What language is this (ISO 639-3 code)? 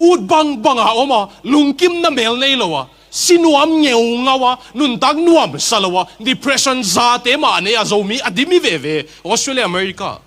ctd